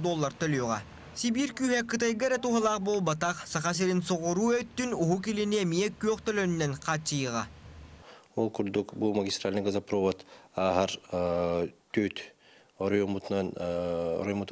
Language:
Yakut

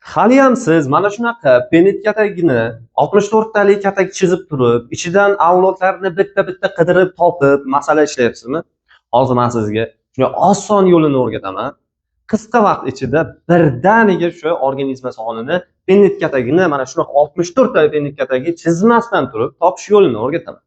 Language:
Uzbek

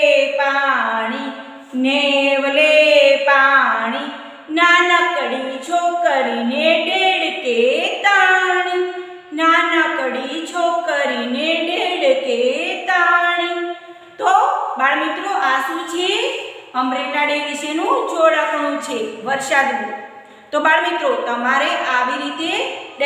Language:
Gujarati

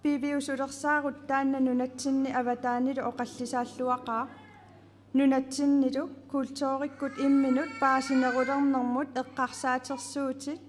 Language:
Kalaallisut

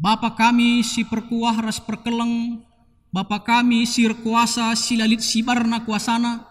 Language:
Batak Karo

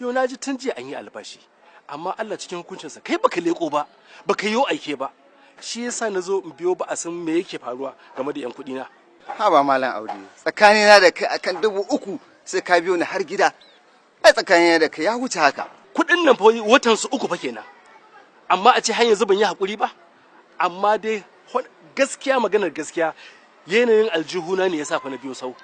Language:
Hausa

